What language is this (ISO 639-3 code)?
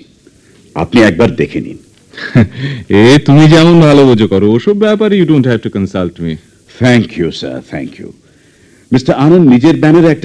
ben